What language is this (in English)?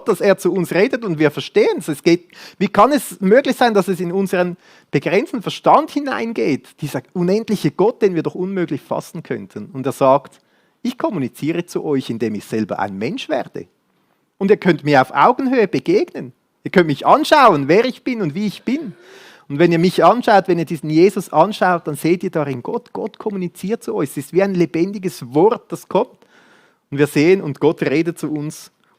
Swiss German